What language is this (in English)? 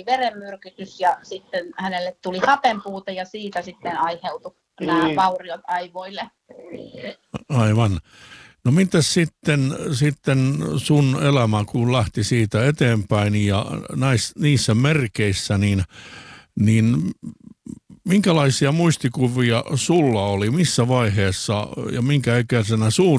Finnish